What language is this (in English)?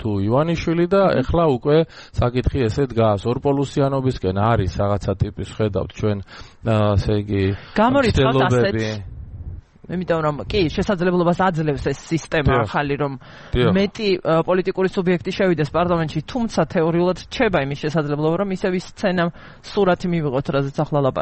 Georgian